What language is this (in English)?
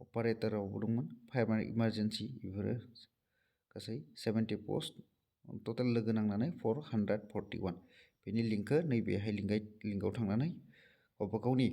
Bodo